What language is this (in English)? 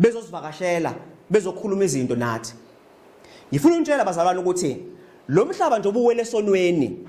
Zulu